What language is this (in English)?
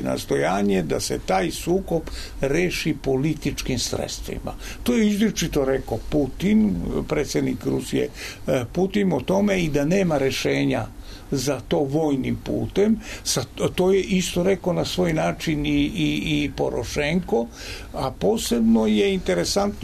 Serbian